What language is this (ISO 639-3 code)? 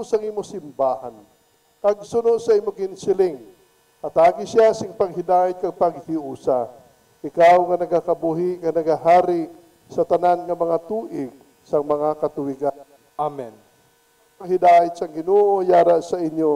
hil